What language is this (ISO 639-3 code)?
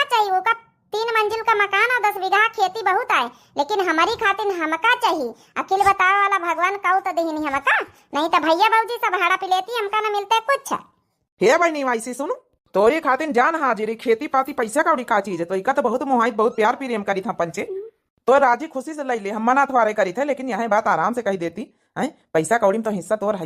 awa